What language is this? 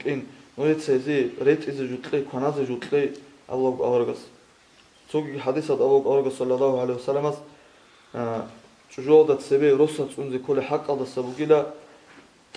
Avaric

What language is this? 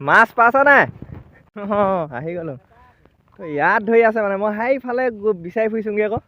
Assamese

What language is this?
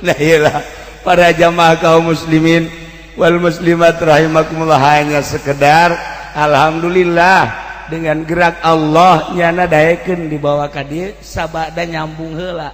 Sundanese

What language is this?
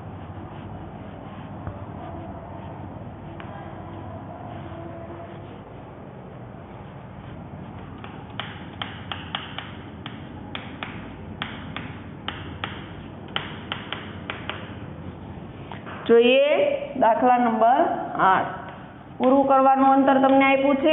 Gujarati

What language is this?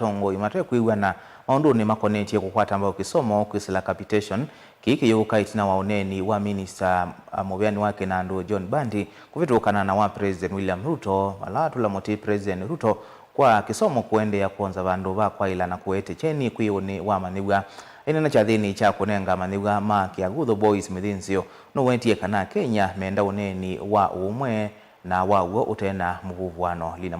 Kamba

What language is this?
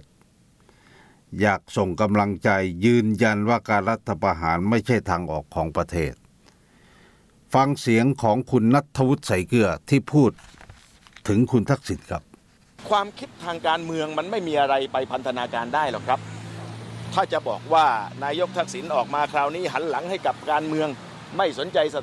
Thai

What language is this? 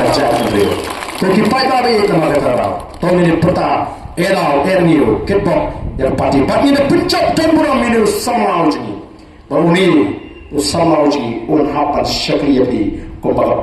Khasi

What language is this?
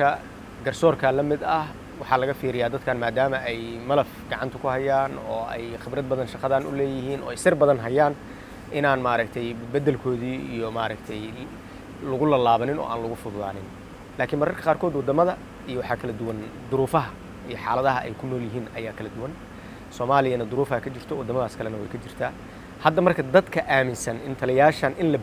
Somali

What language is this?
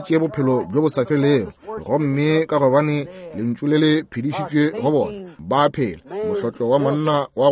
Northern Sotho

